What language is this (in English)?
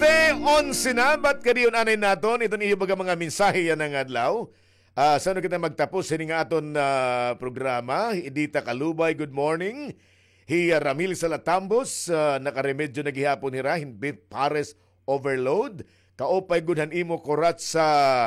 Waray